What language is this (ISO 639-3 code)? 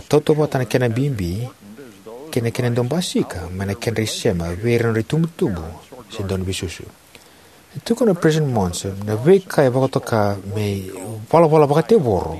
fij